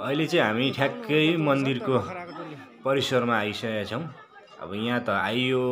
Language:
Nepali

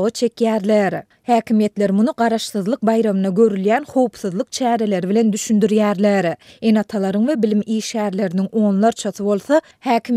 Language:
Turkmen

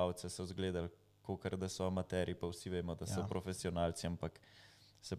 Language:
Slovenian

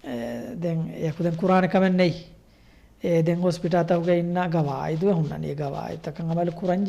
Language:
Divehi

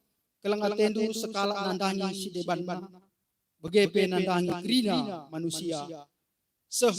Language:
Batak Karo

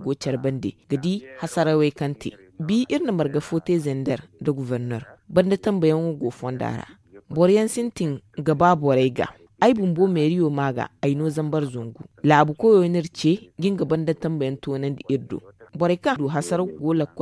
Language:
Zarma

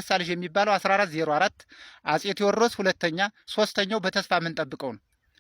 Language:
Amharic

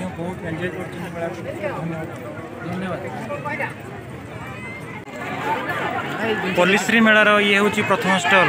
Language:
Odia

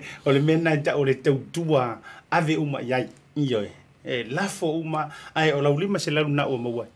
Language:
Samoan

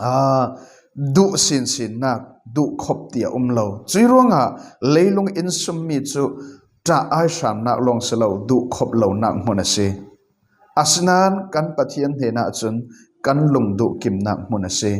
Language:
Falam Chin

